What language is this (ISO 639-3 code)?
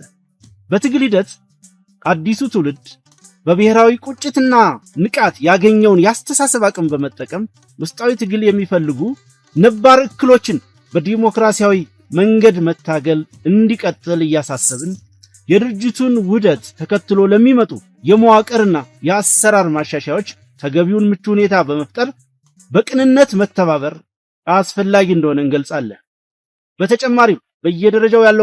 amh